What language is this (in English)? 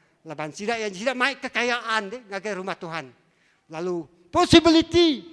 Iban